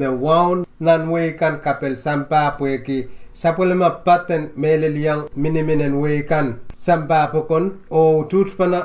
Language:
Pohnpeian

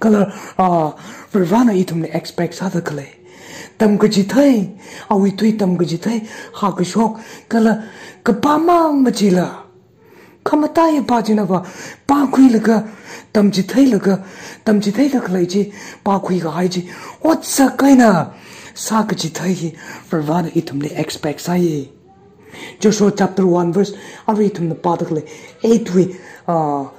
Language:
Tangkhul Naga (India)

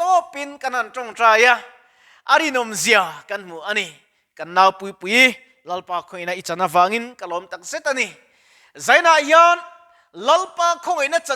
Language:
Mizo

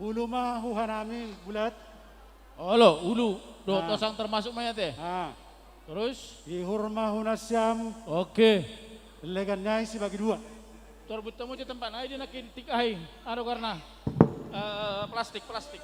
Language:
Batak Simalungun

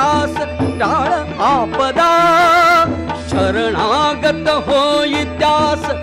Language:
Marathi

